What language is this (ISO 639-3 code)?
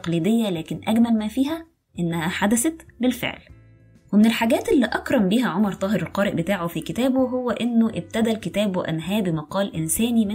arz